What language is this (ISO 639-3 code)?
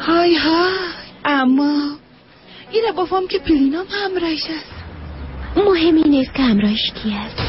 fas